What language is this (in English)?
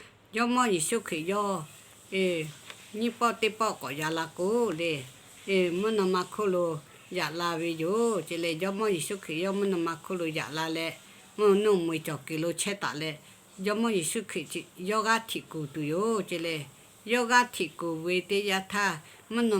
Lahu